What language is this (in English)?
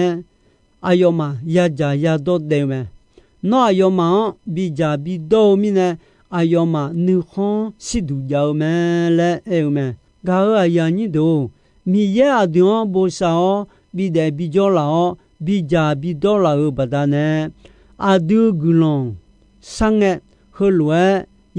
Akha